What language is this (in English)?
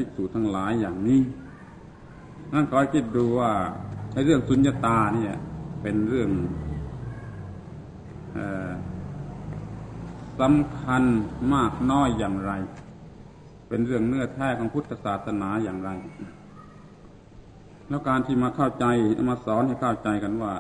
Thai